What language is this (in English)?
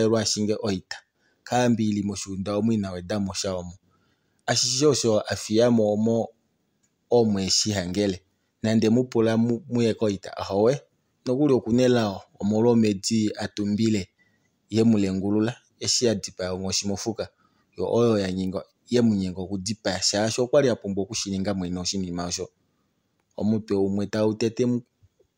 Kuanyama